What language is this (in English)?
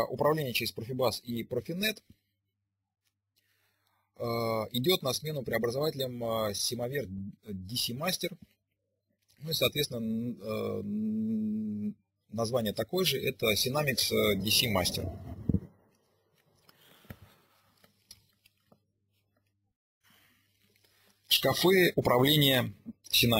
Russian